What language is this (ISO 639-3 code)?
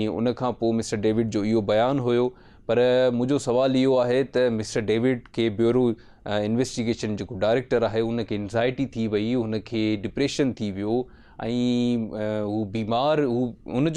snd